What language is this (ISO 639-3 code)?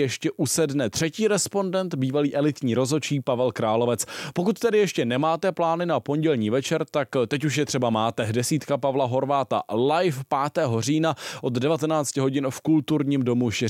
ces